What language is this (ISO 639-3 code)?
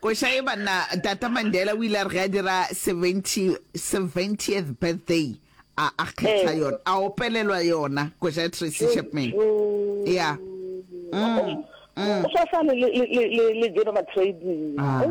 nso